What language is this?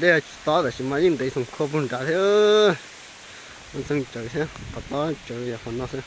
Hmong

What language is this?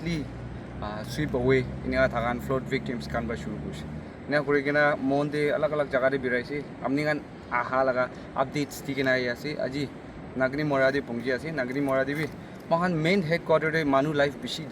Naga Pidgin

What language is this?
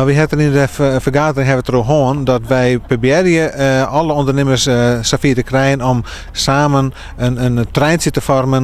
Western Frisian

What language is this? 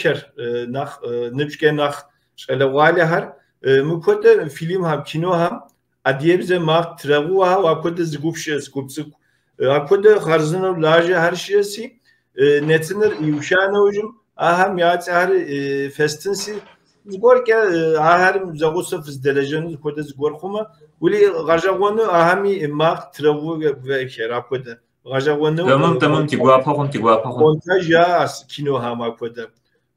Kabardian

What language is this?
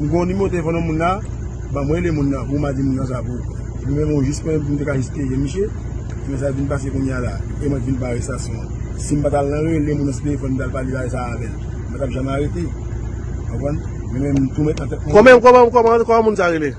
Haitian Creole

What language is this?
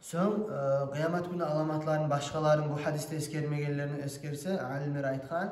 Kumyk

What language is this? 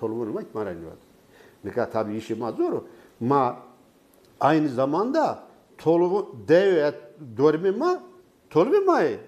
Zaza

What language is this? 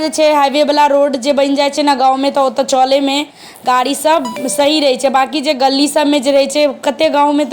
Maithili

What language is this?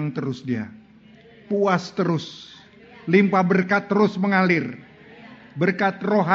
Indonesian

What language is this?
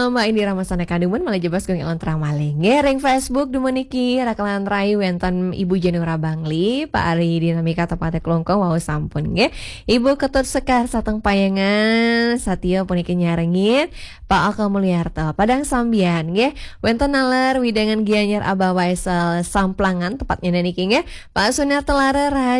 Balinese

